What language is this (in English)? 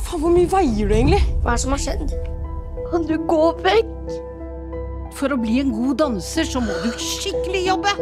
Norwegian